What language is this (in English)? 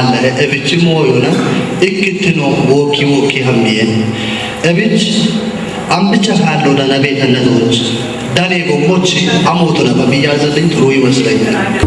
Kafa